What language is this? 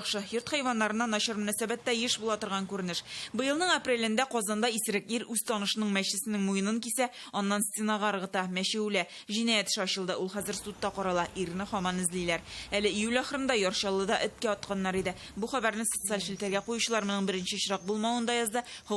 Tatar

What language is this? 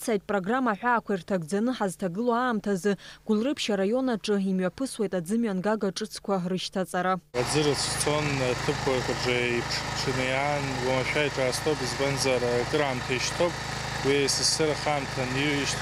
Abkhazian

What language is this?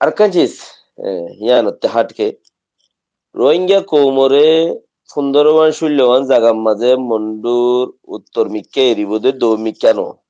Rohingya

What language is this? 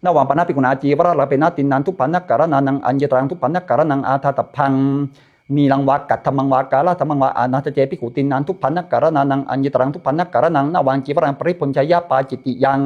Pali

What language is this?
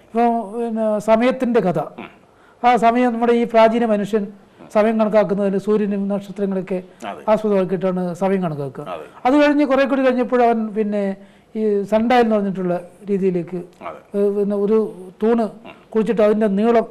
Malayalam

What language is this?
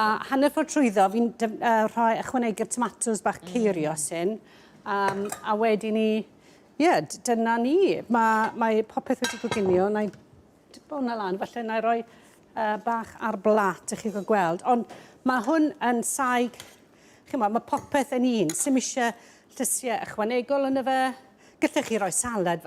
Welsh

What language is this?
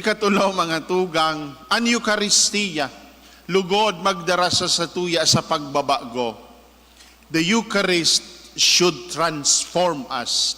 Bikol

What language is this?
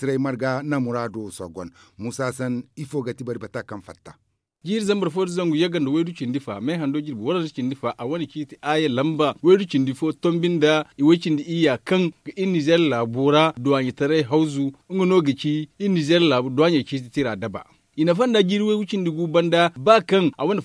Zarma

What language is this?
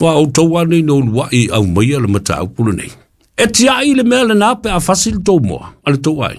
Samoan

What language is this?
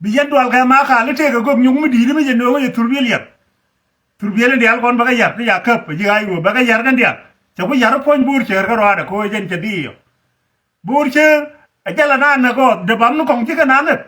Nuer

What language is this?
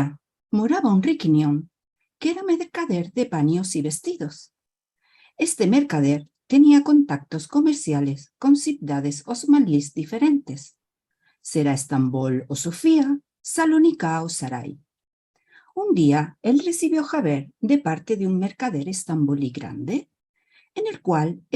Ladino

